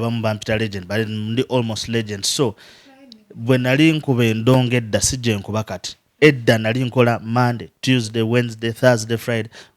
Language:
Ganda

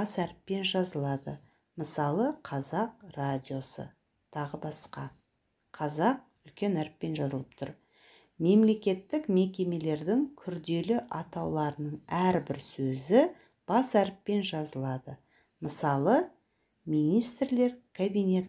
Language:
Kazakh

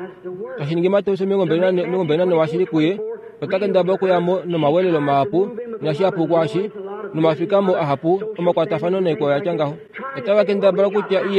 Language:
Kuanyama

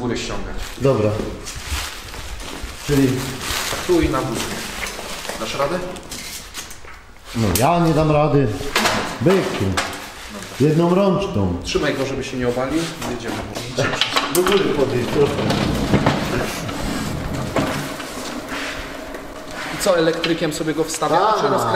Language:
Polish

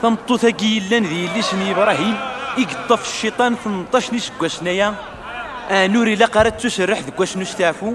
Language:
Kabyle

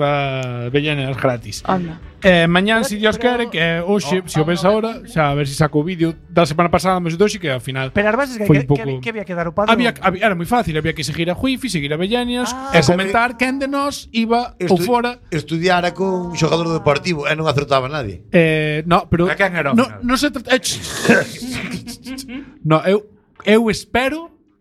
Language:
Galician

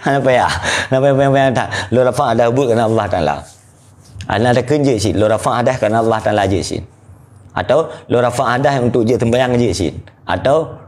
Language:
Achinese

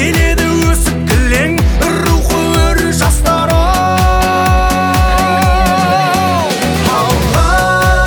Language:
Kazakh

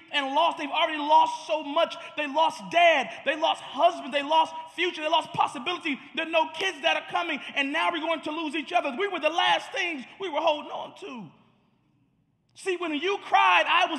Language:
English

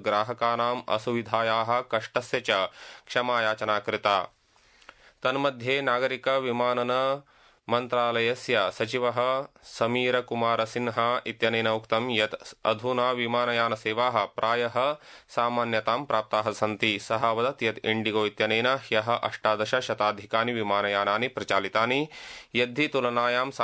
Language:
Sanskrit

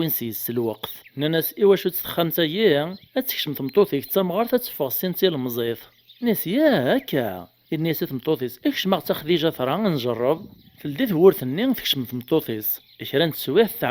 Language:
Kabyle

